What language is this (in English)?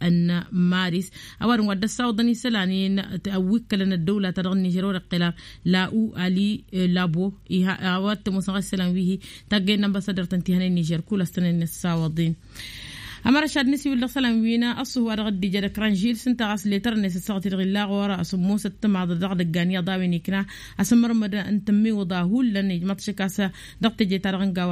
Tamasheq